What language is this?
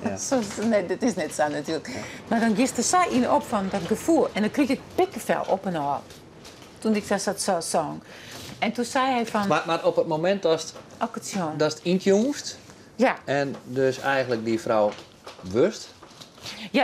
Western Frisian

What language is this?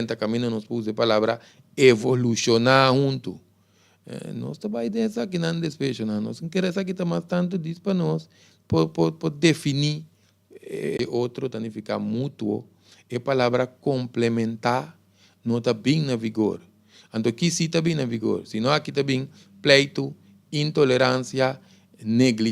Papiamento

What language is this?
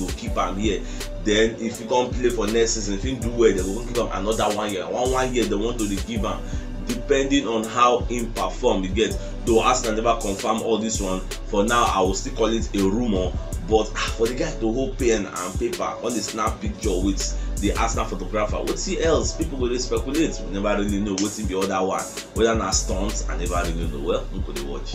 Nigerian Pidgin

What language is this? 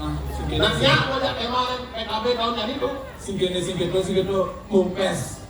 Balinese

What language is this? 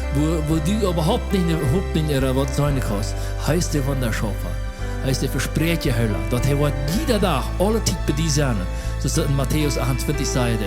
Plautdietsch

